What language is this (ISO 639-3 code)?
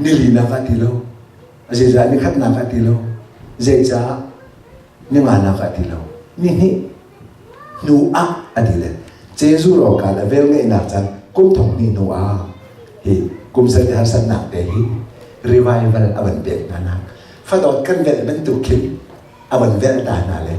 cnh